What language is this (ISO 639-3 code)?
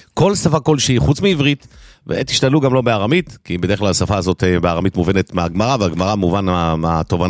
heb